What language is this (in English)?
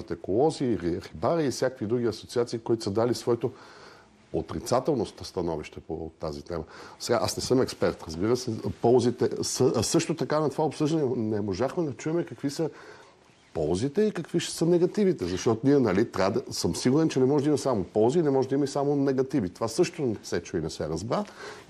Bulgarian